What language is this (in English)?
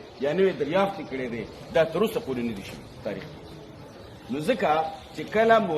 Pashto